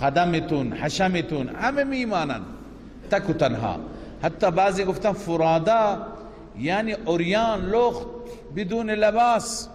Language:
Persian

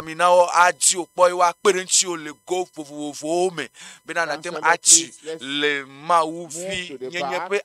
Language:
Ewe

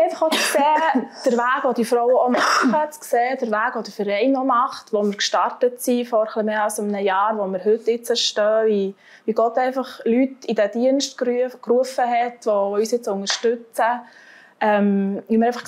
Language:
Swiss German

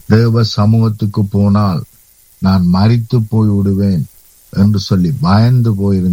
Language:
Tamil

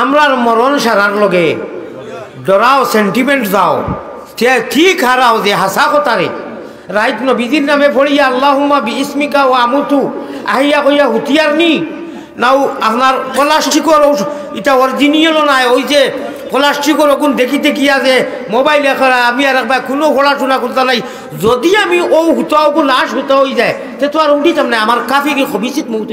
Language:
Sylheti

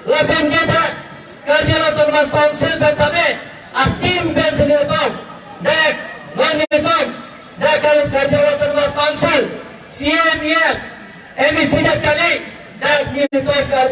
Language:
Karbi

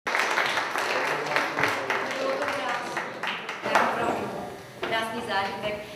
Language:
Czech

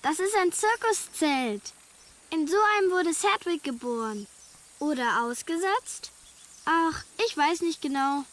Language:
Swiss German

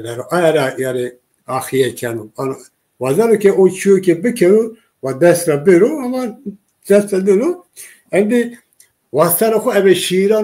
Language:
Zaza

